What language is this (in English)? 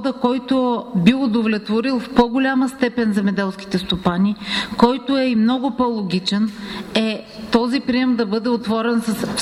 Bulgarian